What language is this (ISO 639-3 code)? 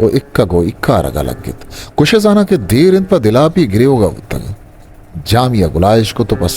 bgp